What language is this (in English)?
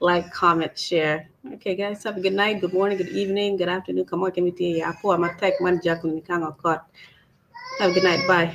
Acoli